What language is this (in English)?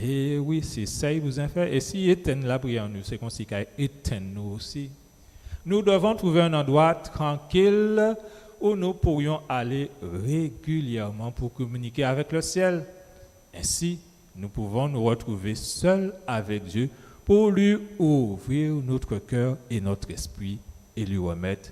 Guadeloupean Creole French